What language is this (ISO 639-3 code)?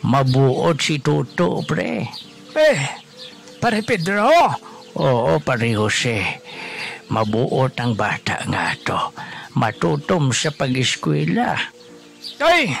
hil